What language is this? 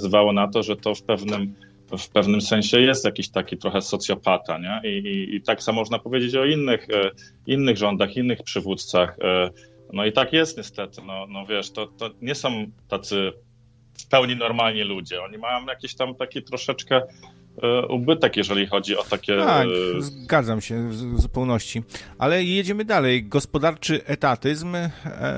Polish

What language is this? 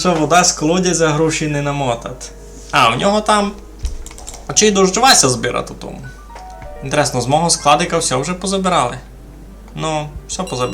Rusyn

